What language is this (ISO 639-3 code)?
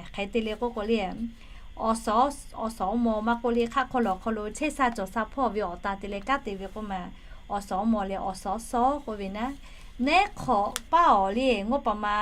lhu